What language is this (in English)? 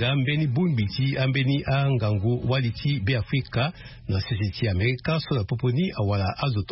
Sango